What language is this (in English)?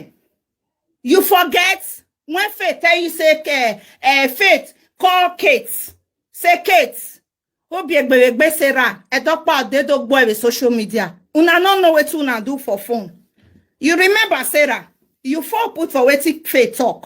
Nigerian Pidgin